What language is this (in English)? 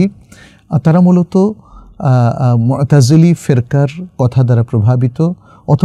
Bangla